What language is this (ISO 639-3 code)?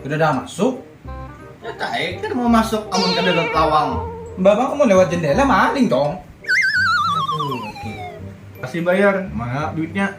bjn